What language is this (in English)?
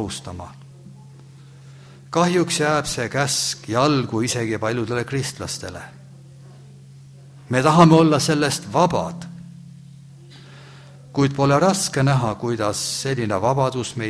Estonian